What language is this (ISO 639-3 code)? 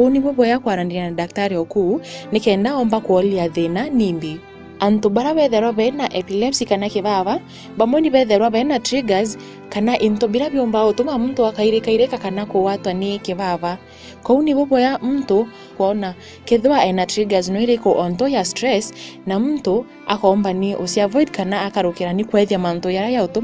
mer